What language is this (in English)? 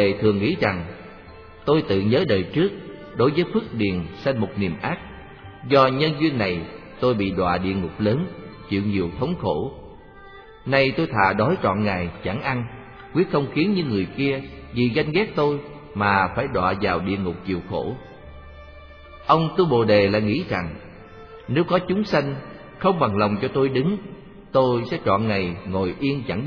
Vietnamese